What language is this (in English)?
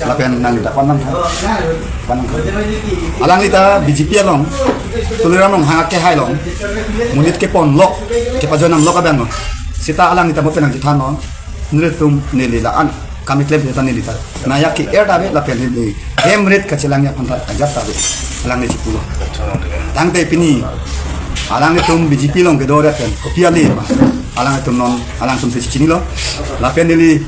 Karbi